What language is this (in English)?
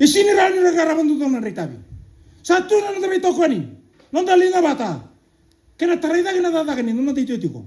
Fijian